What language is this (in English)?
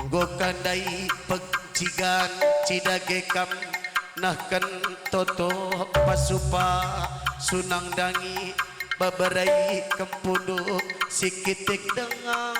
Batak Karo